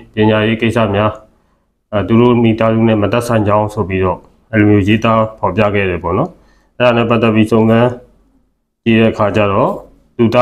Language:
Burmese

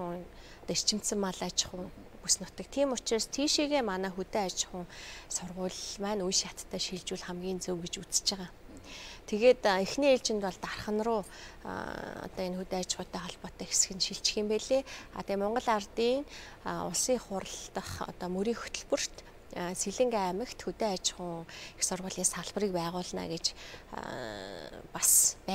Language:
Mongolian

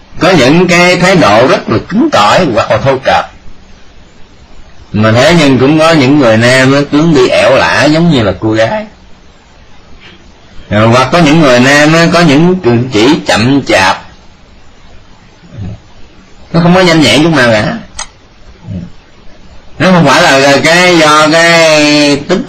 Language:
Vietnamese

